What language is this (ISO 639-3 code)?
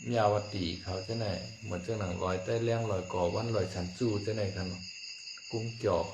shn